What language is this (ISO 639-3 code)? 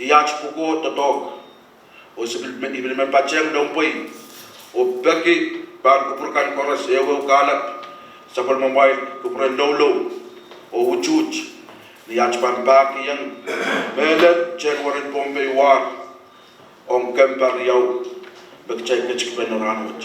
pon